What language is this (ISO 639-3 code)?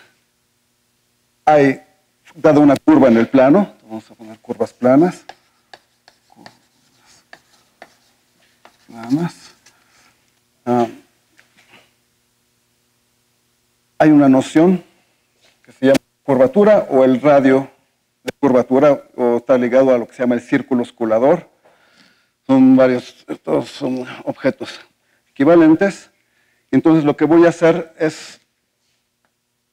spa